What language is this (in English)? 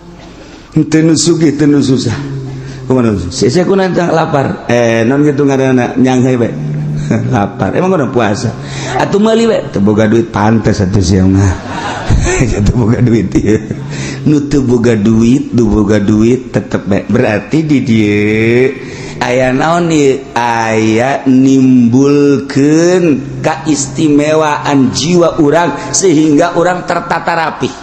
Sundanese